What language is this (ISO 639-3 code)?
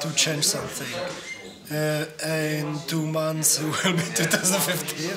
fry